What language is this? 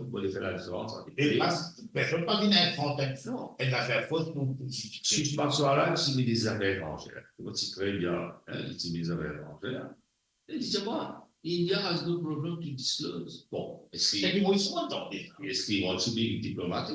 Morisyen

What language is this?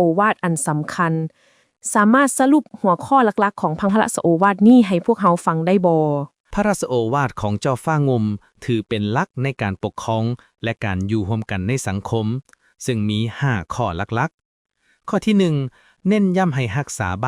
Lao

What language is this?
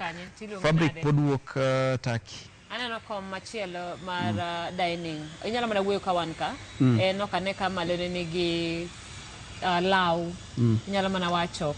Luo (Kenya and Tanzania)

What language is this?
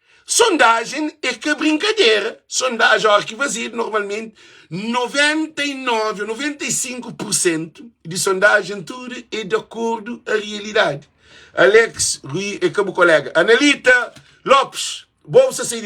Kabuverdianu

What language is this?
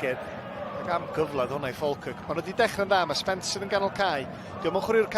Welsh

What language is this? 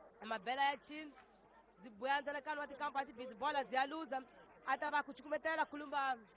Tsonga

